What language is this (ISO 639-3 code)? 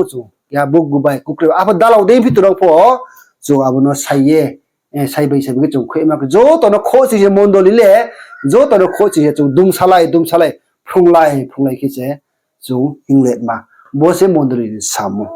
ria